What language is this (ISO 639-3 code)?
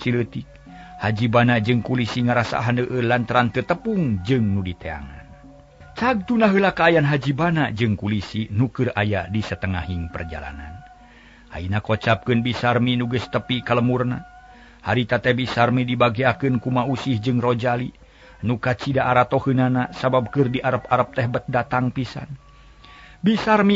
sun